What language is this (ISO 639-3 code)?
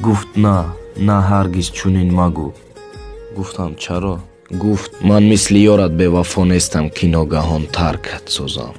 tgk